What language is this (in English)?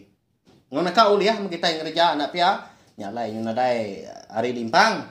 Iban